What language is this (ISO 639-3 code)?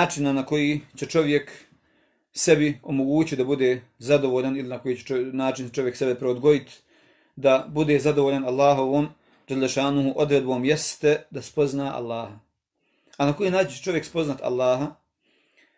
bos